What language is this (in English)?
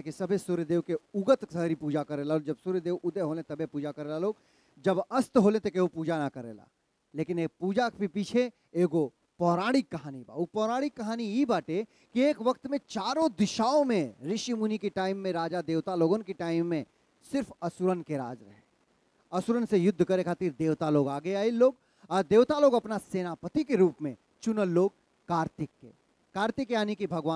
Bhojpuri